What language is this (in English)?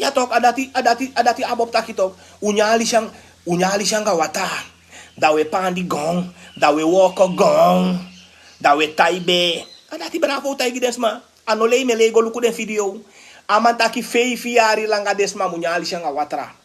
Sranan Tongo